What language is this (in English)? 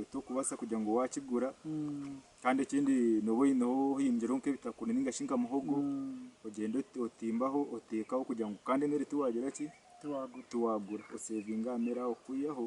Nyankole